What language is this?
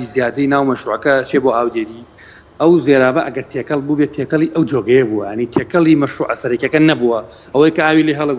Central Kurdish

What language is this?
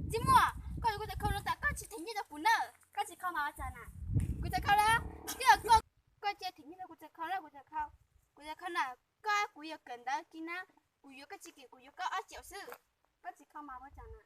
Hmong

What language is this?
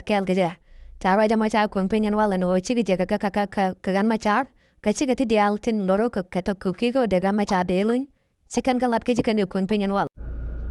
Nuer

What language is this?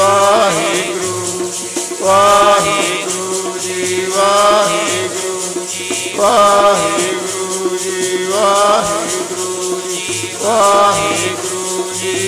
Punjabi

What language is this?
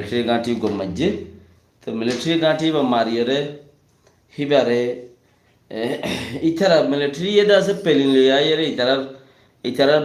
Rohingya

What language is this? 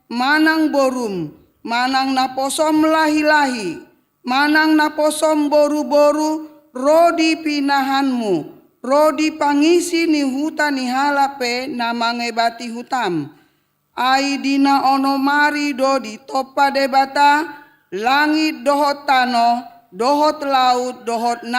Batak Toba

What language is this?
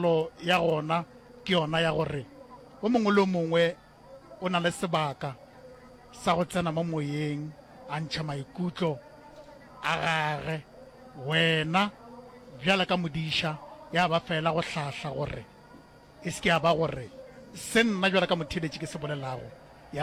Northern Sotho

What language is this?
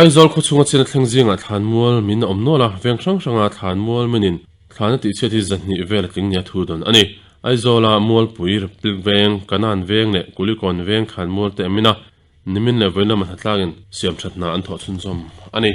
Mizo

